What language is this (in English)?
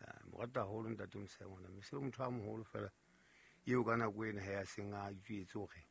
Southern Sotho